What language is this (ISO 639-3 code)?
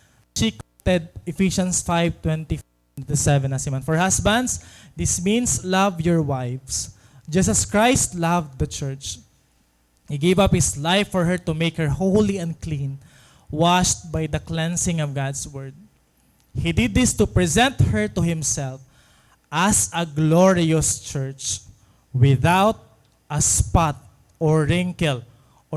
war